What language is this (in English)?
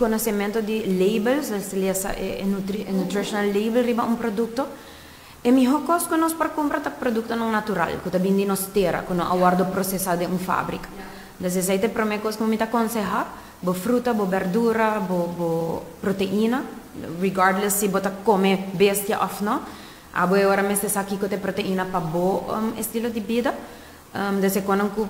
Papiamento